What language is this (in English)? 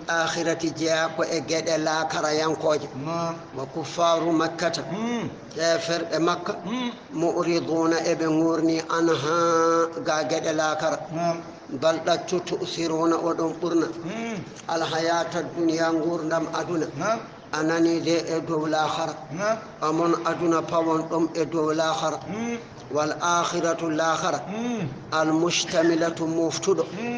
Fula